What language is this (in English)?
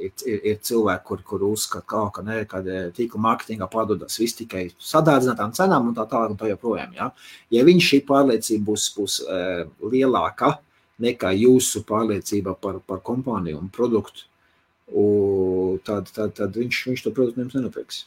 Latvian